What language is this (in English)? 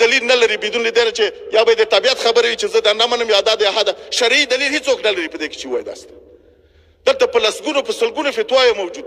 Pashto